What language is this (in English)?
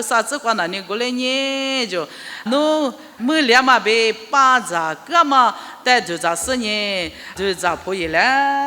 Lisu